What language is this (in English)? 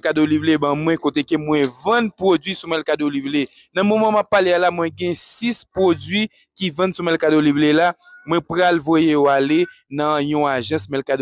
Haitian Creole